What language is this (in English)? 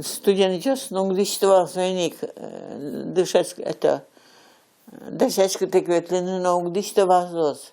Udmurt